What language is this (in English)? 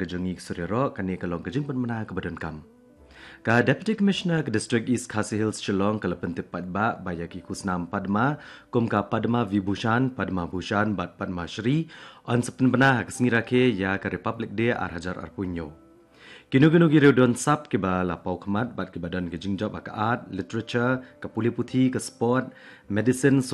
Khasi